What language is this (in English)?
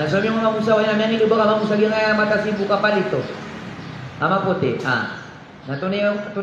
Maranao